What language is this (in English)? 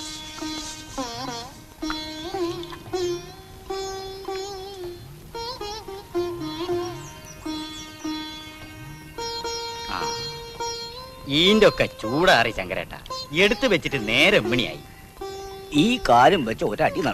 Malayalam